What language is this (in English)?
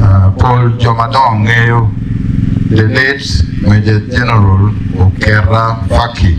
Acoli